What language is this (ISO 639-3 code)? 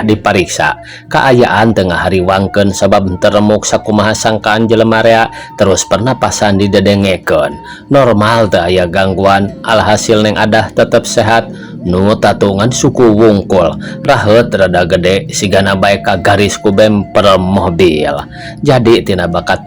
sun